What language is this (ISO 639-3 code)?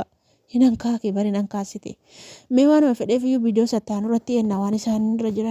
orm